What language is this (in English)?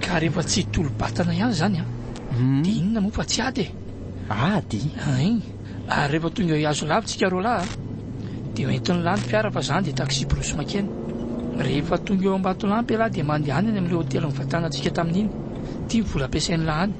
Malagasy